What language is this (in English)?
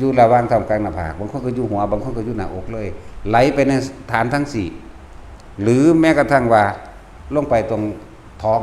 Lao